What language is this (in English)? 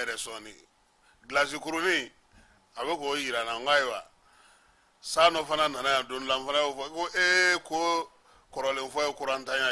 Bambara